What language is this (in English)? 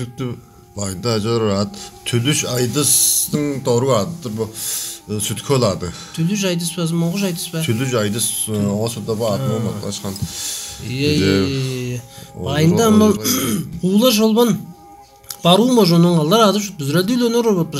Tuvinian